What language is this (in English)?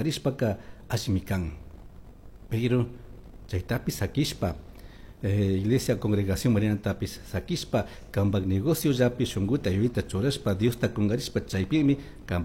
Chimborazo Highland Quichua